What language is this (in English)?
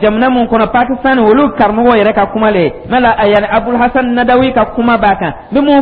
Dyula